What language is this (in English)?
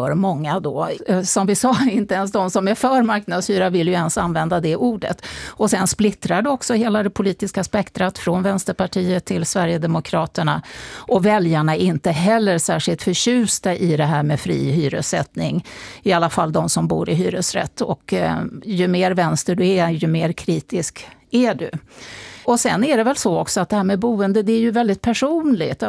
Swedish